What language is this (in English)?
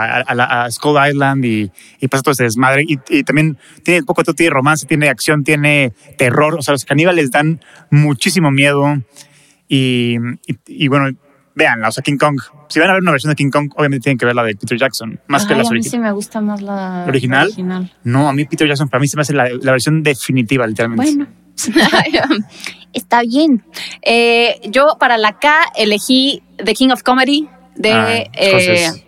Spanish